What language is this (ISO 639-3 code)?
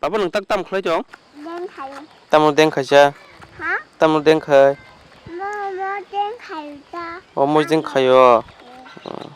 trp